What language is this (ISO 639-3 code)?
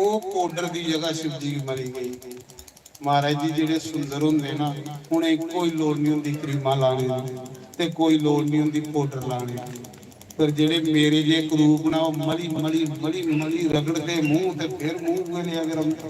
doi